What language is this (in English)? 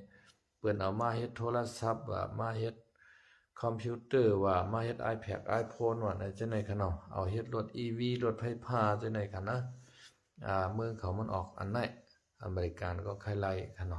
Shan